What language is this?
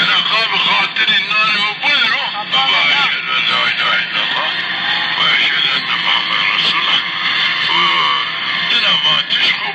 Zaza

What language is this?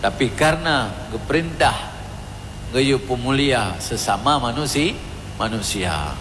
Achinese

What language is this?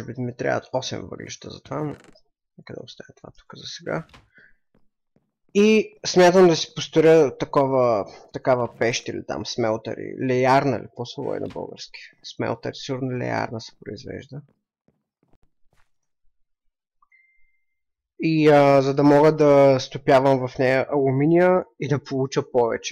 Bulgarian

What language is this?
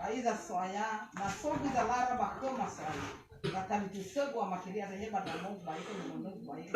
Nias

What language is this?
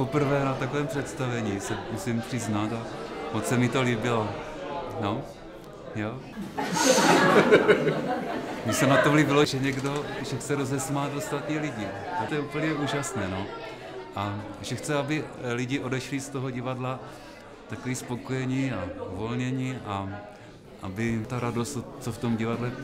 Czech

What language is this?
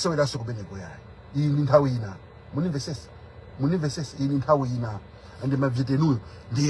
Nyanja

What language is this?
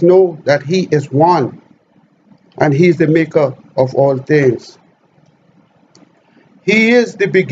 English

